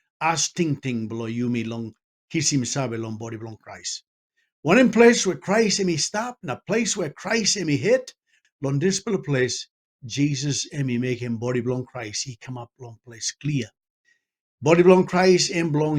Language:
Tok Pisin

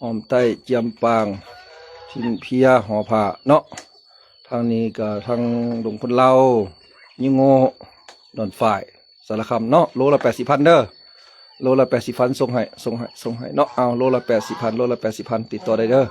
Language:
Lao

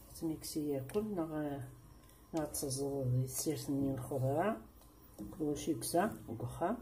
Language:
Kabyle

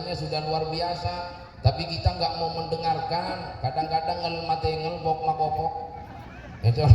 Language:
Madurese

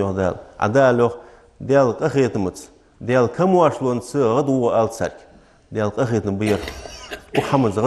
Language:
Ingush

